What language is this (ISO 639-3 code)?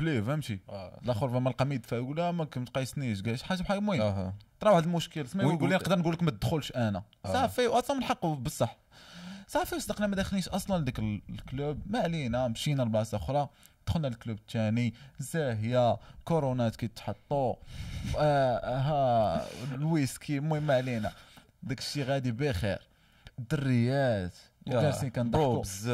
ary